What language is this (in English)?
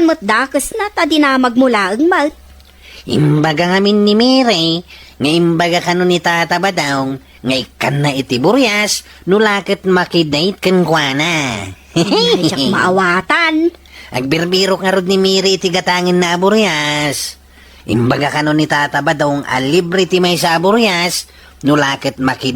Iloko